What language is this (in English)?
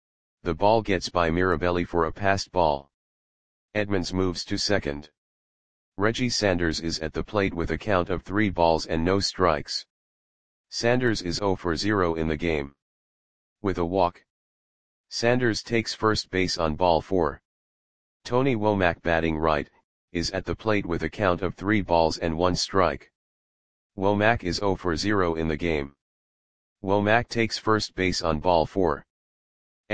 English